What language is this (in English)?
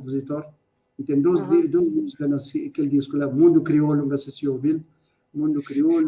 Kabuverdianu